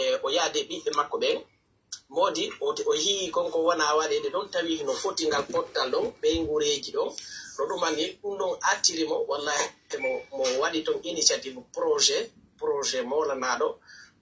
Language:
Pular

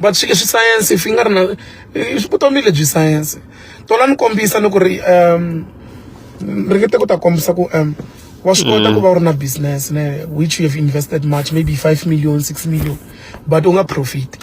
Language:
Tsonga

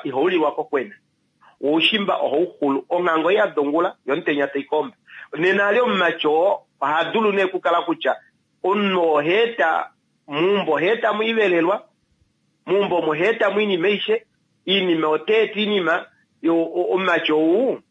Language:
Kuanyama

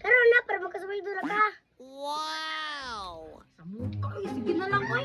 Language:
Cebuano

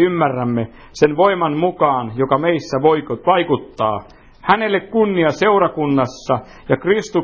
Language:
Finnish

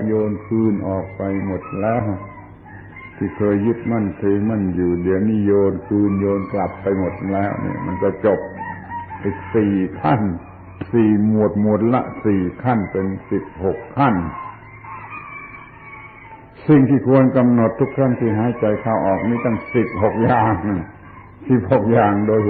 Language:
Thai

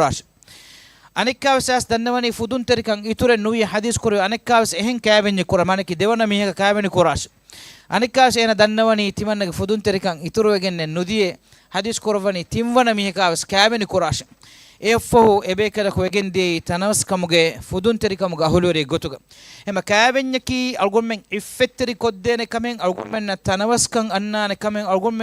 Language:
Divehi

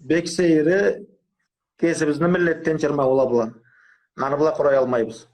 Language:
Karachay-Balkar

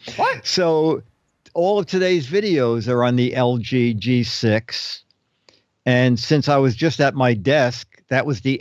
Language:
English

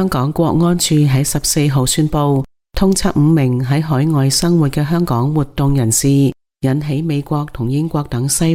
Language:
Cantonese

